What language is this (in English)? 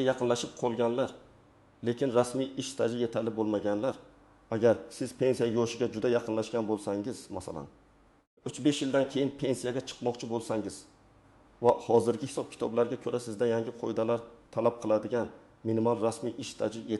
Uzbek